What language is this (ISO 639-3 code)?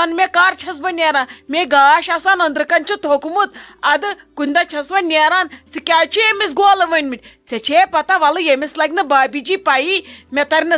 kas